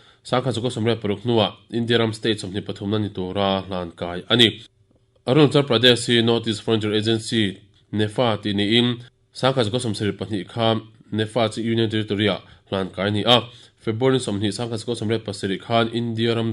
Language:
Mizo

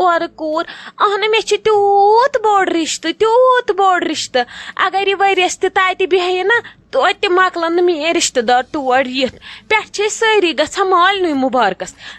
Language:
Kashmiri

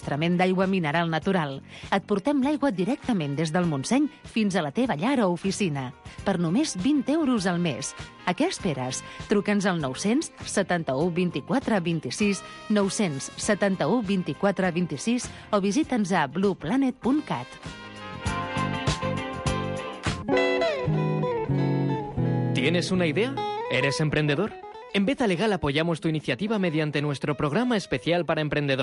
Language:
Catalan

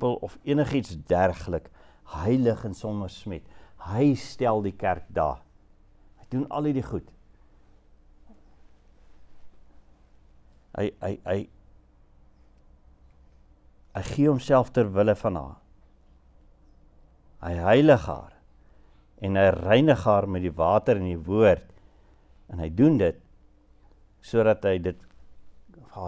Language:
Afrikaans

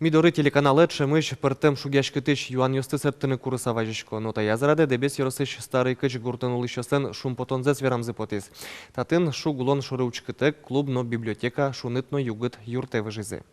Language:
Udmurt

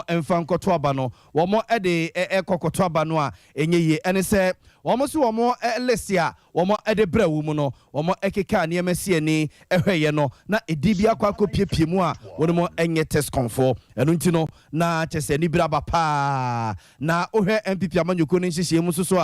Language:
Akan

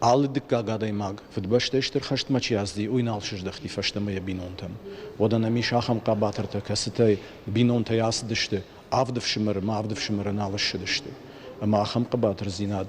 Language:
Ossetic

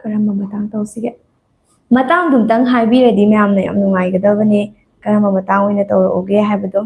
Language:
Manipuri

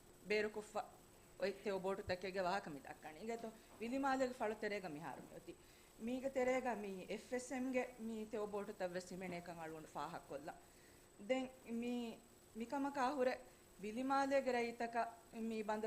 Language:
Divehi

